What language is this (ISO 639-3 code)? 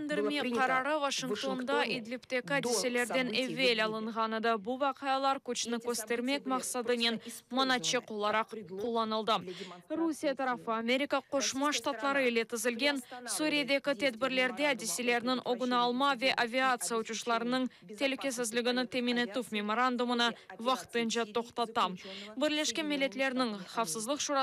crh